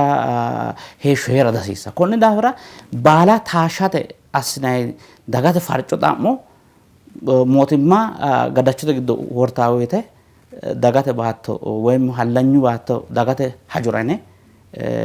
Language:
Sidamo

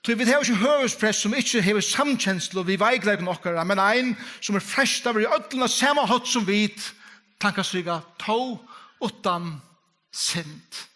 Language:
Faroese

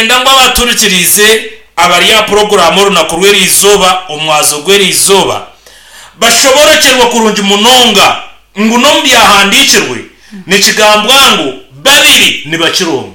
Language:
Nyankole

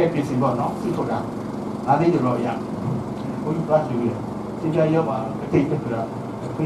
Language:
Burmese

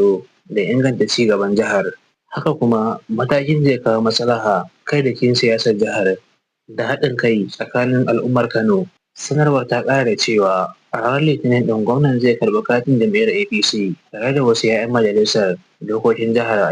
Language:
Hausa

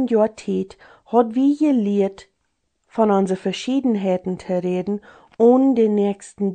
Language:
Plautdietsch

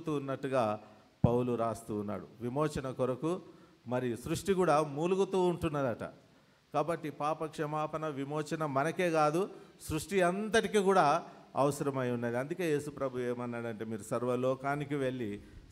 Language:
Telugu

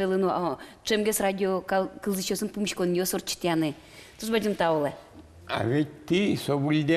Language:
Udmurt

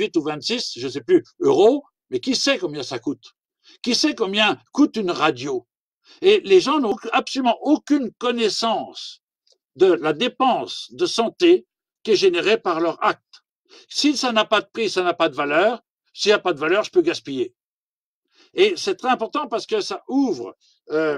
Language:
French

